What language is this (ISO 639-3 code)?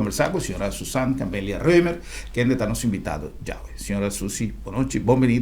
pap